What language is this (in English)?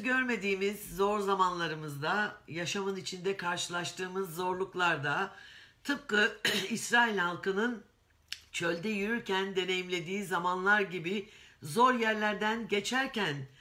Turkish